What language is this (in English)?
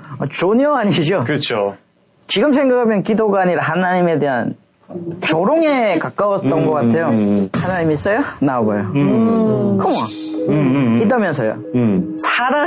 Korean